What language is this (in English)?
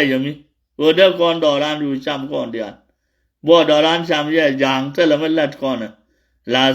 Nuer